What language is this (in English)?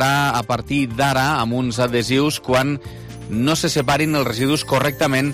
Catalan